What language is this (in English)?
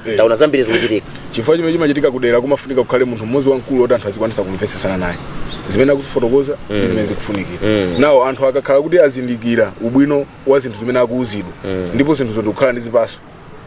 Nyanja